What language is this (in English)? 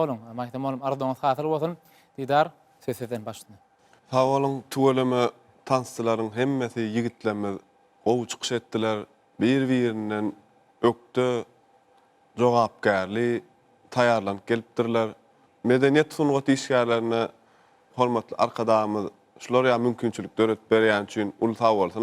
Turkmen